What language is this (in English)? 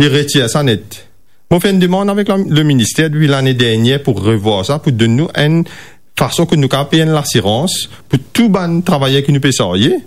Morisyen